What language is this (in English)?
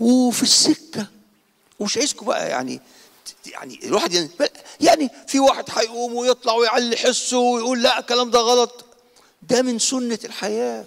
Egyptian Arabic